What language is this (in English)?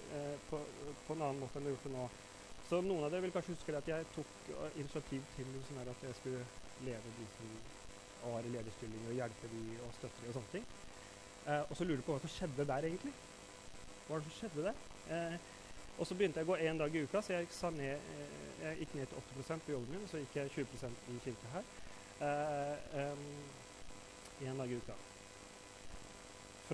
Norwegian